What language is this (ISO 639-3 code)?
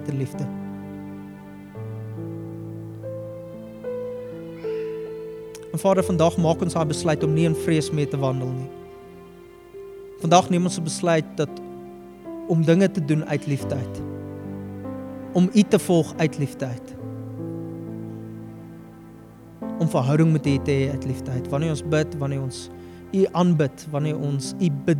afr